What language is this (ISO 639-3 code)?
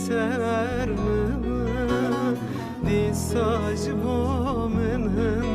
kur